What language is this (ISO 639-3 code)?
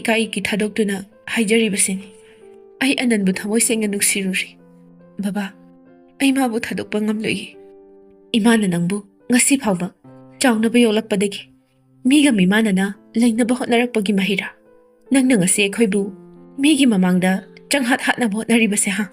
mni